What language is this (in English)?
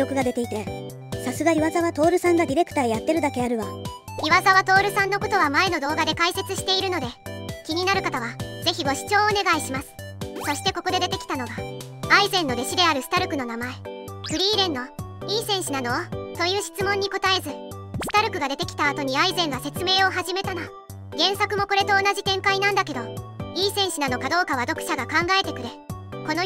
Japanese